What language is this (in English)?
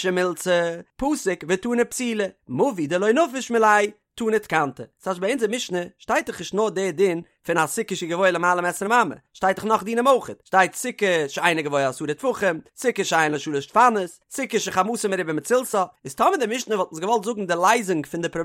Yiddish